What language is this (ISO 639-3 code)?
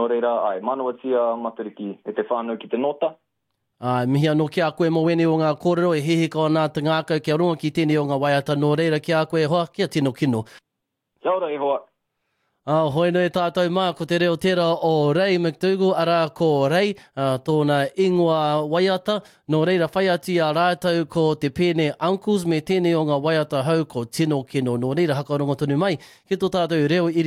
mri